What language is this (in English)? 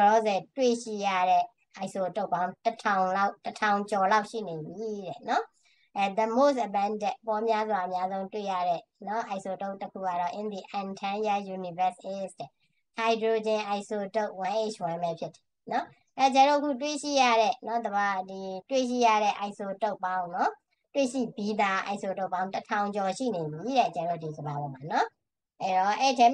Burmese